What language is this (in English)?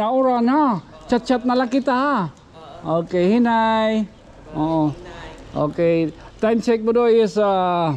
Waray